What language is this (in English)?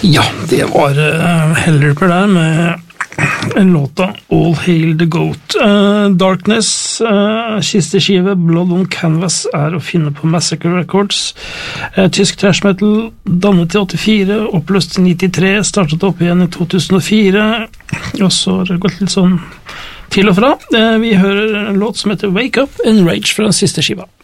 Norwegian